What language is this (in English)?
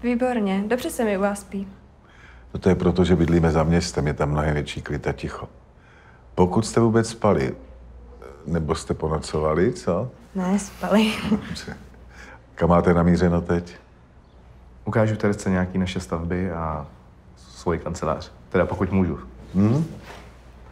Czech